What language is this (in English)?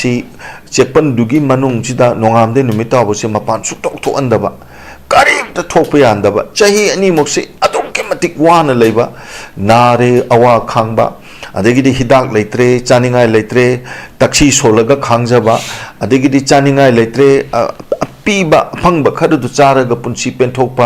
Manipuri